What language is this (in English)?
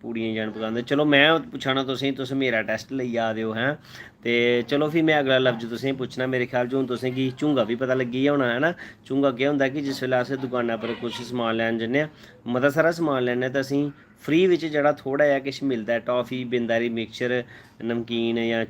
Dogri